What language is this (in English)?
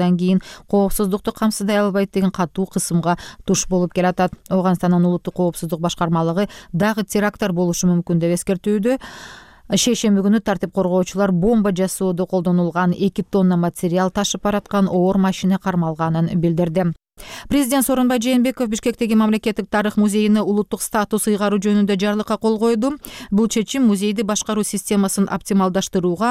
Kyrgyz